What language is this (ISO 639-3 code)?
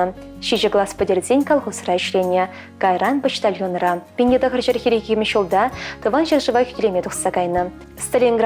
chv